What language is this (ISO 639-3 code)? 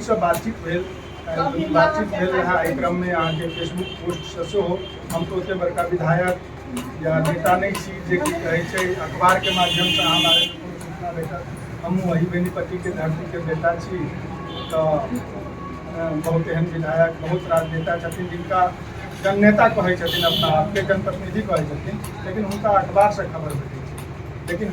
mai